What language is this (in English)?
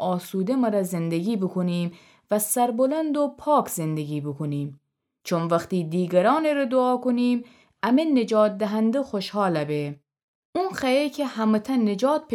Gilaki